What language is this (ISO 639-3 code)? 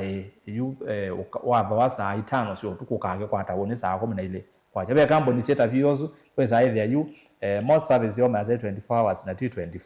kam